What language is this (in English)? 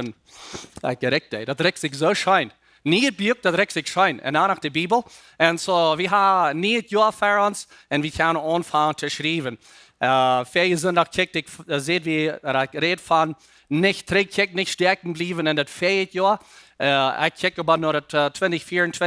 Plautdietsch